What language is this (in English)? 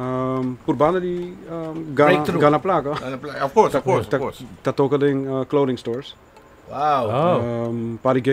Papiamento